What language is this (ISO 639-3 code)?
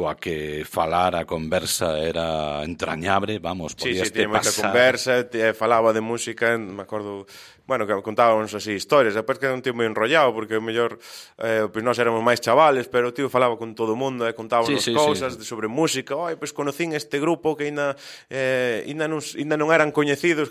glg